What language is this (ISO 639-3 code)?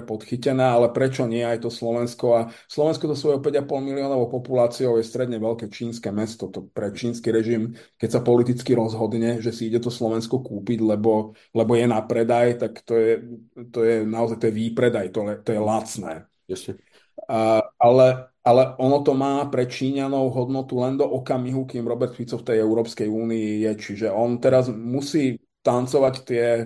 slk